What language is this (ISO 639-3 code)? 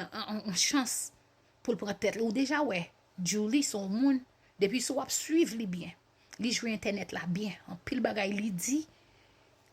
hat